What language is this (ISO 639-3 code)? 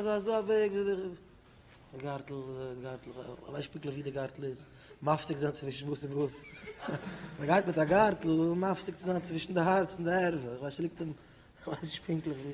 yid